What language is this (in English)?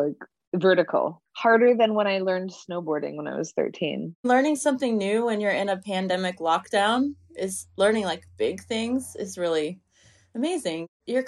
English